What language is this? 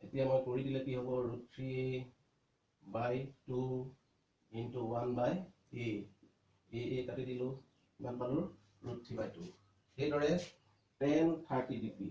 Assamese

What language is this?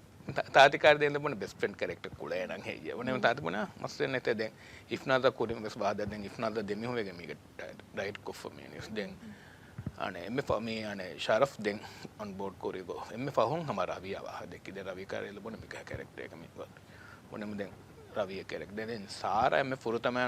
Divehi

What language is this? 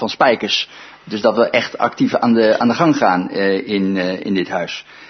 Dutch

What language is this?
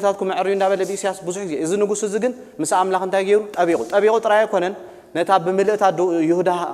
Tigrinya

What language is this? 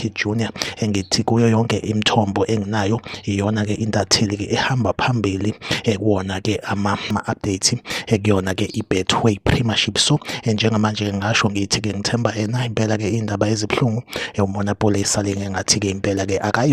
Zulu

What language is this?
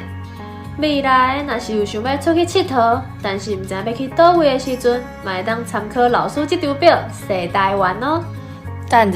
Min Nan Chinese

